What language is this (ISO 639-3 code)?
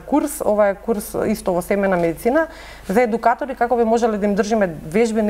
mkd